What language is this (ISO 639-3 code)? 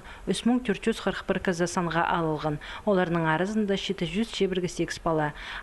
kjh